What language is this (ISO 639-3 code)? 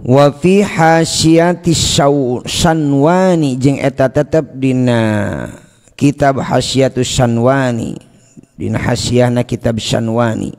sun